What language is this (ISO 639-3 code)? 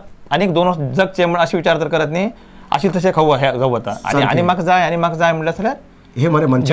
kok